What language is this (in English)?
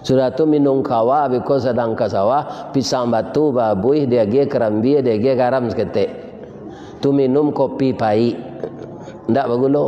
Minangkabau